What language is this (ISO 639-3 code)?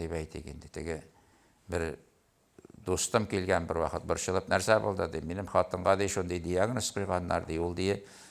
tat